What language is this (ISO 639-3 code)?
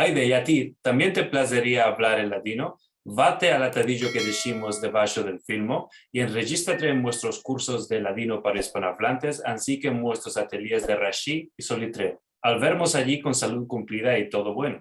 lad